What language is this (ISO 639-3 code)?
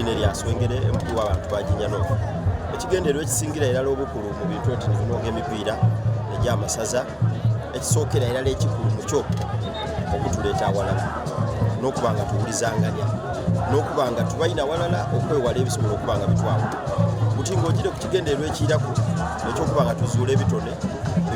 xog